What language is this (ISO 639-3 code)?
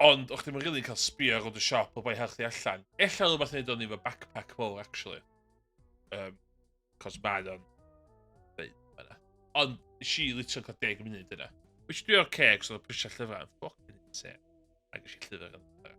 cym